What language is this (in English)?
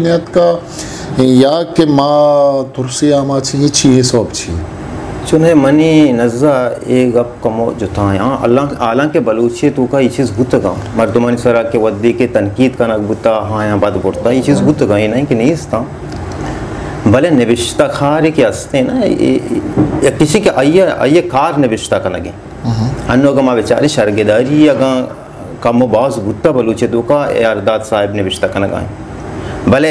Baluchi